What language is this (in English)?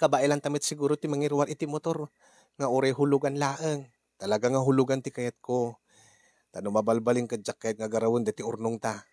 Iloko